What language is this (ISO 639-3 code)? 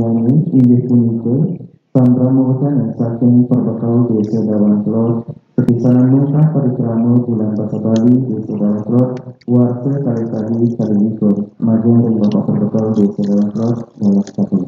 ban